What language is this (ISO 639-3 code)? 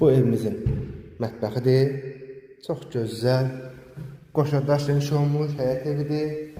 aze